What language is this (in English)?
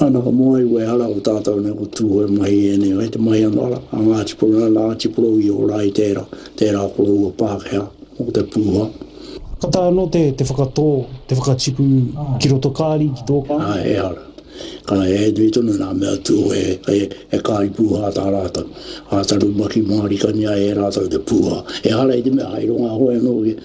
Māori